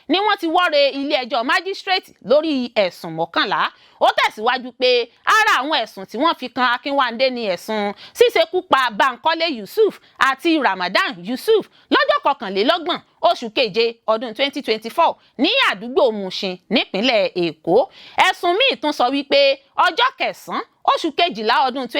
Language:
Yoruba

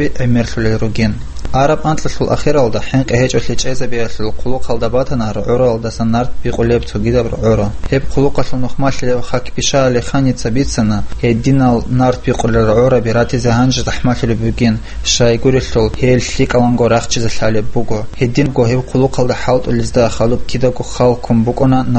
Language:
Avaric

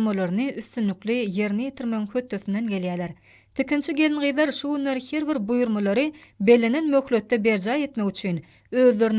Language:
Turkmen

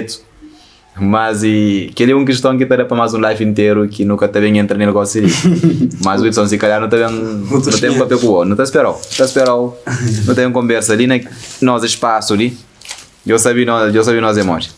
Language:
Kabuverdianu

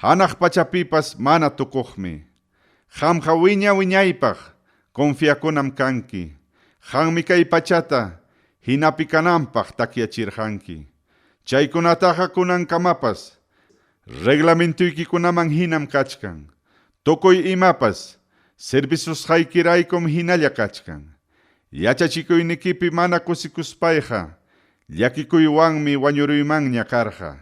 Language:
Ayacucho Quechua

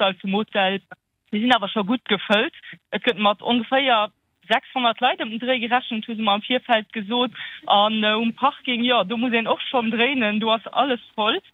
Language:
Luxembourgish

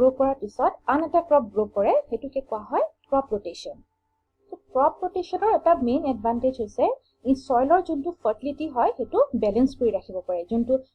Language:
Assamese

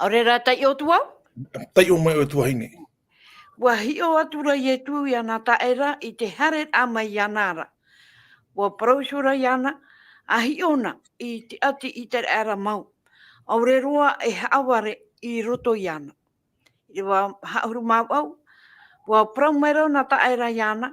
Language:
Tahitian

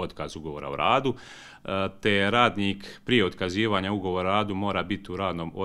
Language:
Croatian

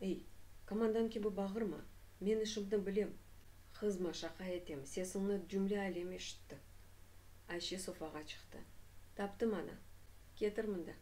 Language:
Crimean Tatar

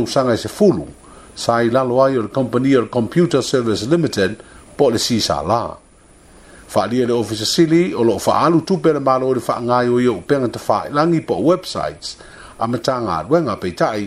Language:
Samoan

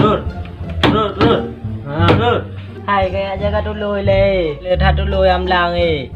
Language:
Achinese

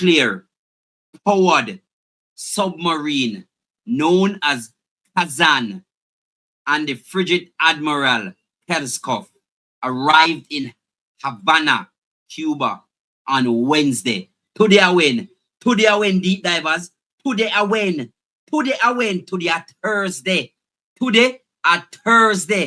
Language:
Jamaican Creole English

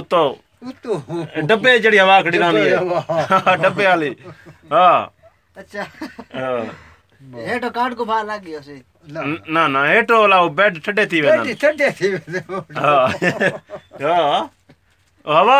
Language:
Saraiki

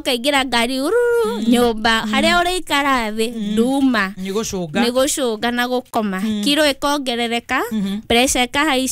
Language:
Kikuyu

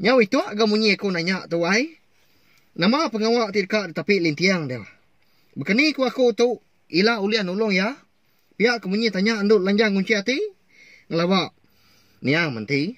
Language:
Iban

